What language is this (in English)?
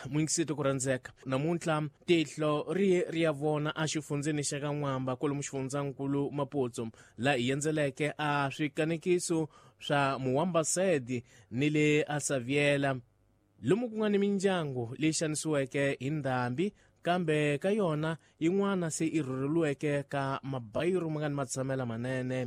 Tsonga